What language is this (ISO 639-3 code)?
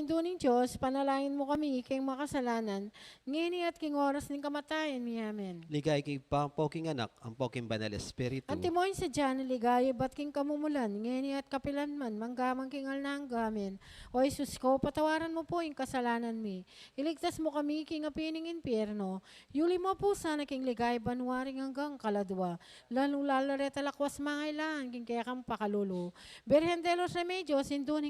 pam